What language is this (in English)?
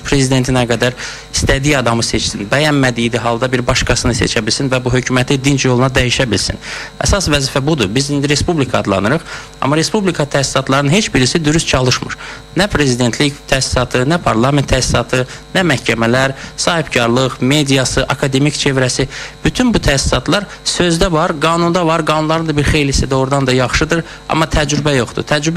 Azerbaijani